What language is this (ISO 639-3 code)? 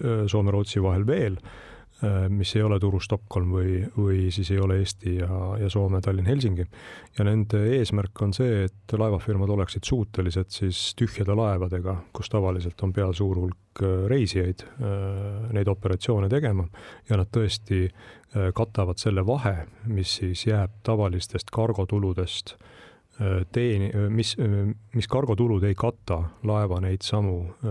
est